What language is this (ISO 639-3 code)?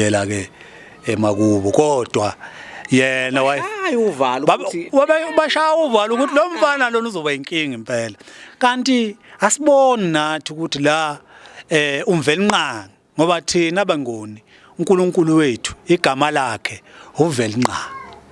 zul